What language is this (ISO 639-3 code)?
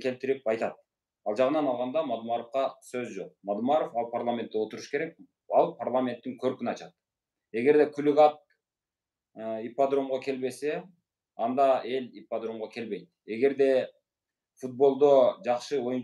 kir